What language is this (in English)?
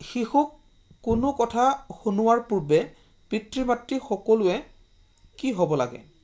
Assamese